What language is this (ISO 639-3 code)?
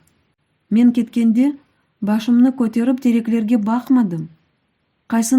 crh